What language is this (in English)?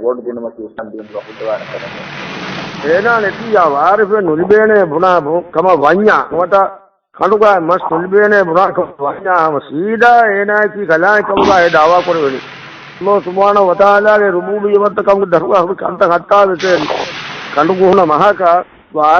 Divehi